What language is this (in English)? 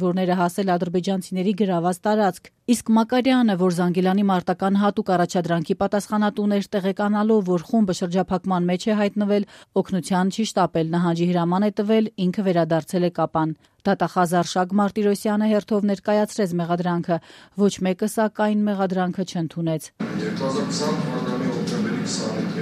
Armenian